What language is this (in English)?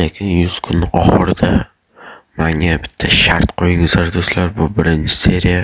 Uzbek